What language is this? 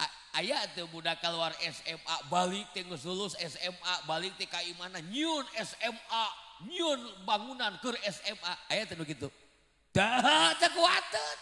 Sundanese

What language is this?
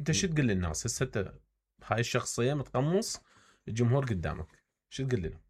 Mesopotamian Arabic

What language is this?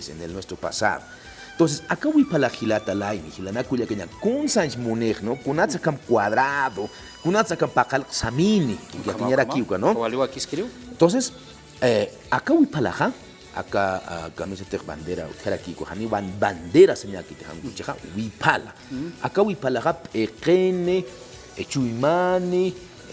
Aymara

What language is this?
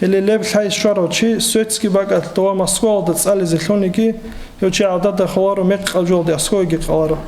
Avaric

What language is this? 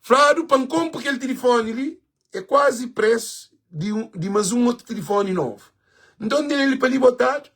Kabuverdianu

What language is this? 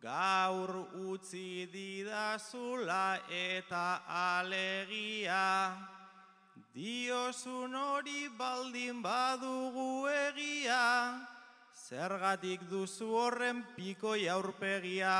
Basque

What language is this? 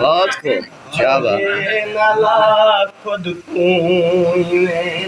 Saraiki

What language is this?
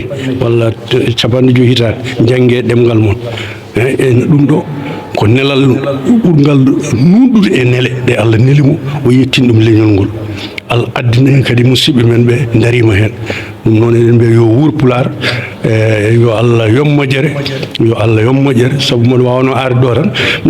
Fula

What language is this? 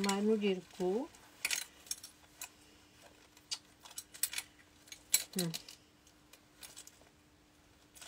Czech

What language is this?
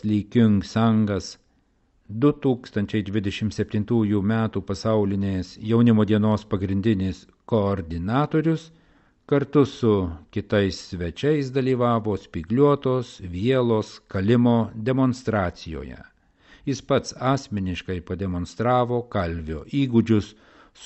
Lithuanian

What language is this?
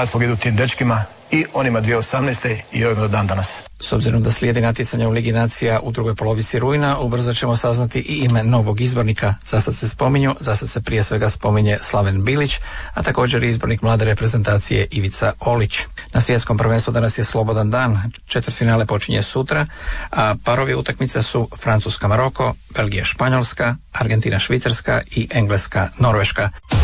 Croatian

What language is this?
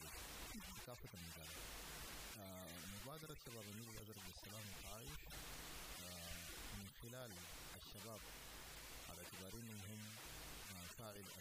Sudanese Arabic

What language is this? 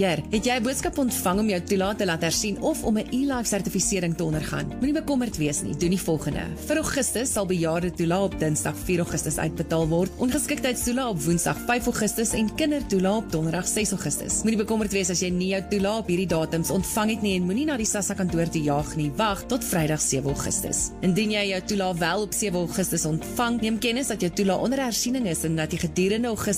Afrikaans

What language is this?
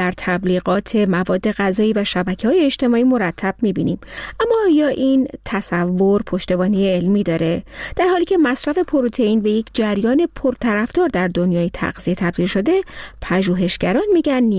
Persian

